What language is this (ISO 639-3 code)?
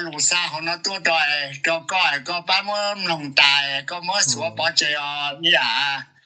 hmn